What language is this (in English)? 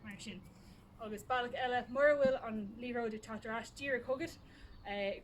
Irish